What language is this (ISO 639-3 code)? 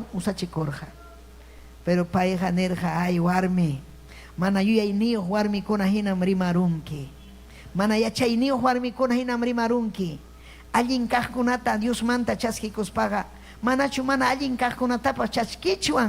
quy